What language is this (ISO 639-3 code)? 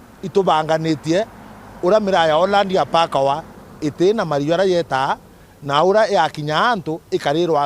mer